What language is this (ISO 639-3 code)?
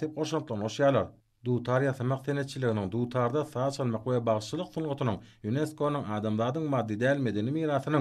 tuk